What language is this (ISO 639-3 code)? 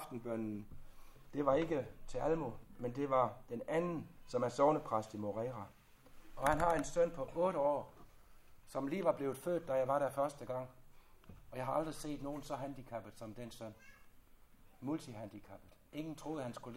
dan